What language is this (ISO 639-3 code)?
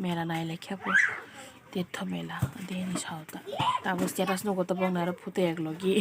trp